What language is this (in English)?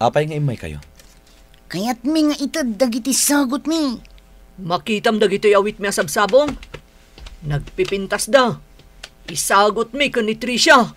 Iloko